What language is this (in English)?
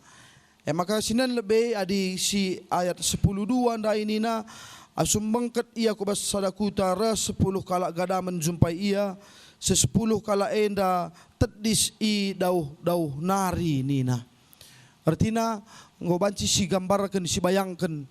Batak Karo